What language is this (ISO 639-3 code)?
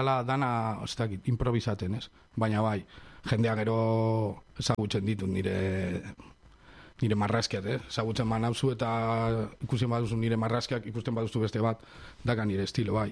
eus